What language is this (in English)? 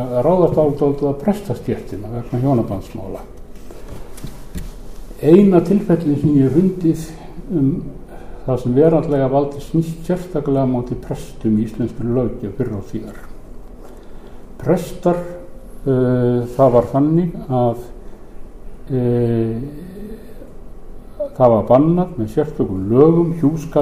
Icelandic